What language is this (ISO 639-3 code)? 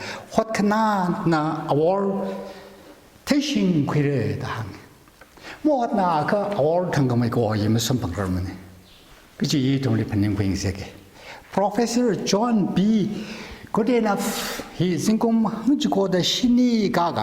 nmf